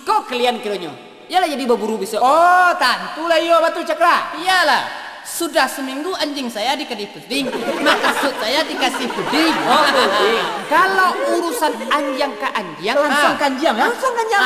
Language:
Minangkabau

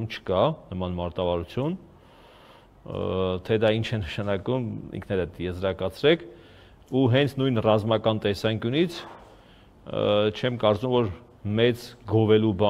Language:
Armenian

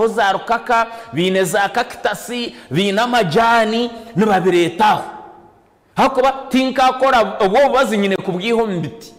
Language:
Nyankole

